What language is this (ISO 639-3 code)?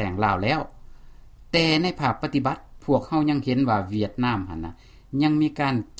lao